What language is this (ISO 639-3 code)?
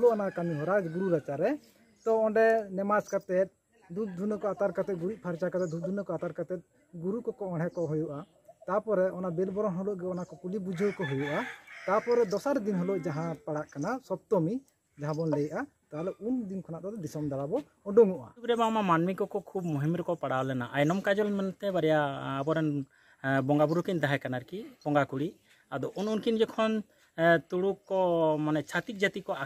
sat